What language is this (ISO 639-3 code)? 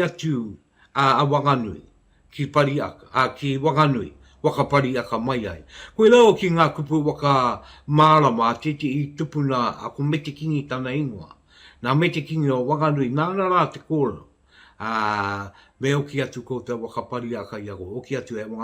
mri